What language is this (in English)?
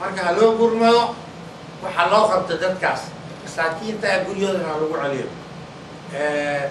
Somali